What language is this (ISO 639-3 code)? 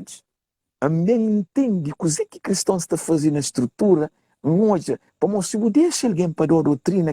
kea